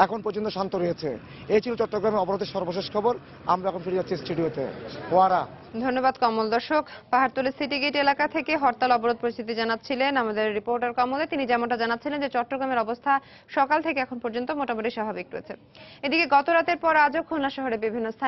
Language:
Bangla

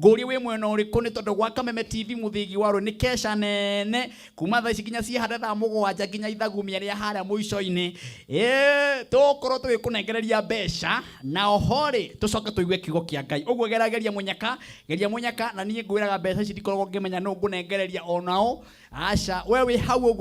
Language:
Kikuyu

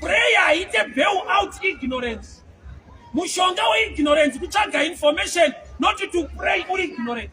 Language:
Shona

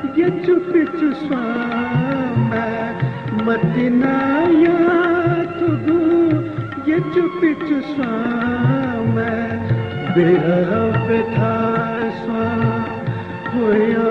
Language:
Newari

